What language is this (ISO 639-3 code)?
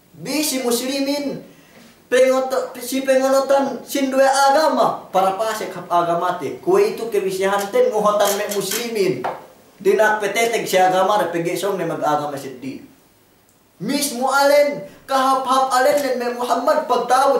yka